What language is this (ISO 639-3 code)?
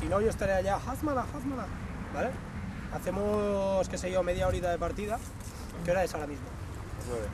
spa